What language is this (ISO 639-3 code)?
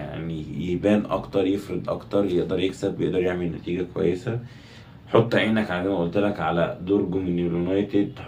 arz